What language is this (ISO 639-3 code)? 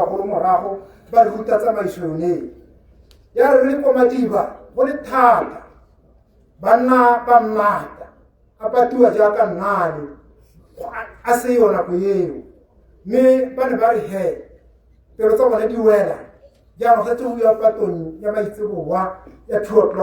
tsn